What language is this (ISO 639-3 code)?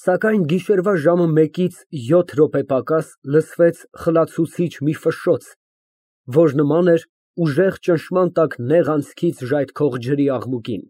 hye